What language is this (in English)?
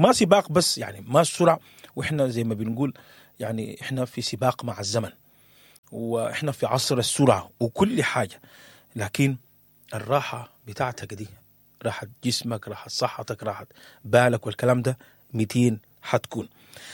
Sudanese Arabic